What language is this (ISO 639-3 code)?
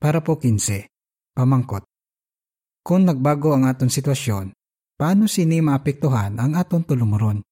hil